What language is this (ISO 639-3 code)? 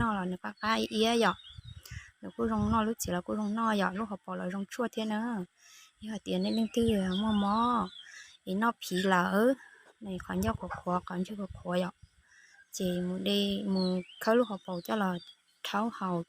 hmn